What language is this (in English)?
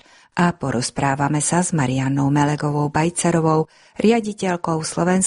Slovak